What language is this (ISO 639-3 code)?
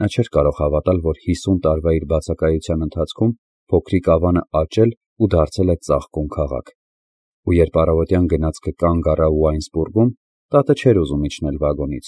hye